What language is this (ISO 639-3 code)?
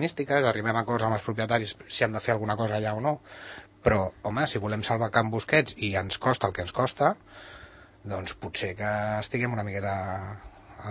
cat